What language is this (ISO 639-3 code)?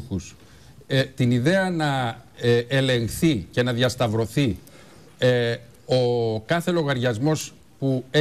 ell